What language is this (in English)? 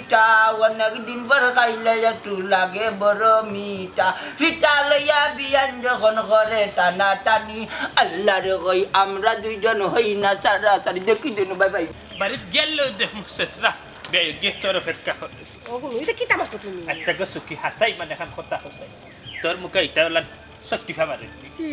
Sylheti